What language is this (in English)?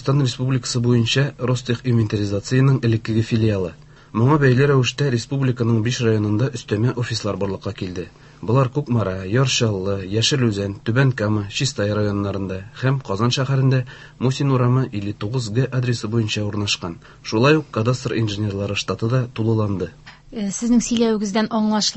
Tatar